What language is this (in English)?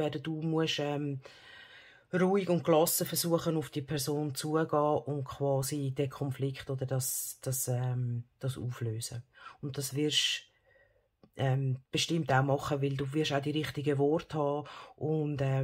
Swiss German